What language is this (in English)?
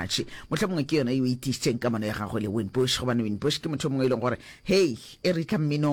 Northern Sotho